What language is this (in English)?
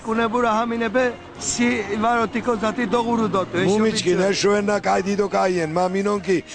Laz